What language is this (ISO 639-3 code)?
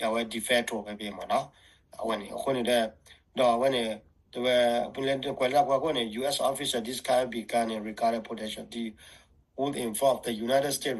ksw